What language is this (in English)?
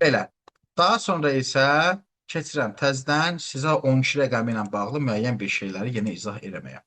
Azerbaijani